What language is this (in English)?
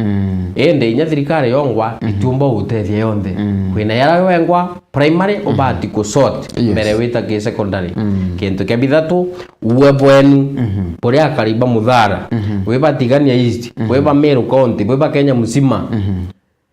Meru